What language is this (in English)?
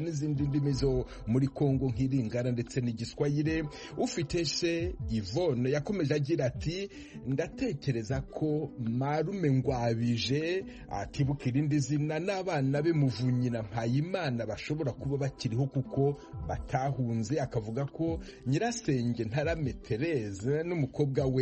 Kinyarwanda